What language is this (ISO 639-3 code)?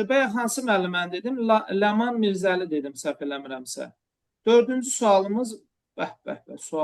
aze